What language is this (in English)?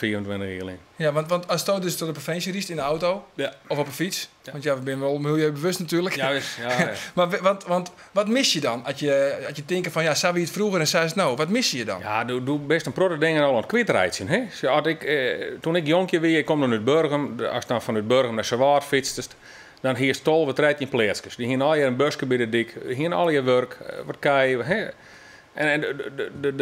Western Frisian